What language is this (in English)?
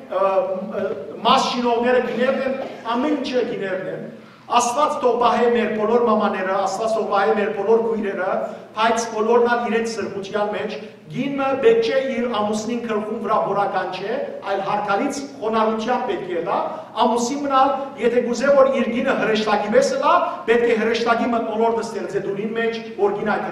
Western Armenian